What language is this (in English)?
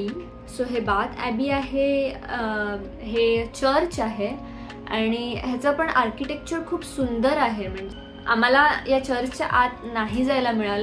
Marathi